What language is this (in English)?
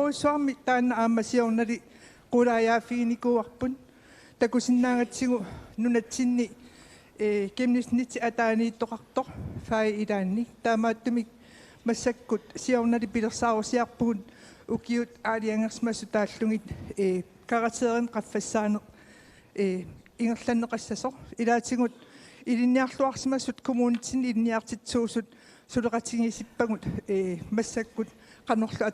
Kalaallisut